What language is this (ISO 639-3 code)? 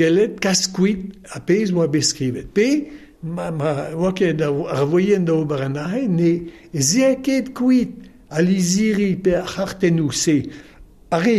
bre